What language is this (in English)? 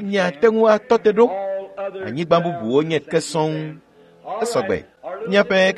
Ewe